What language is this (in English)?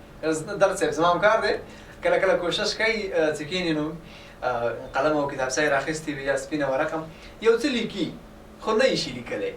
Pashto